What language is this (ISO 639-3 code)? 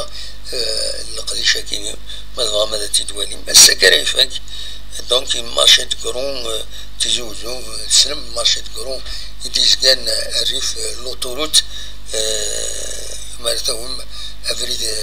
kab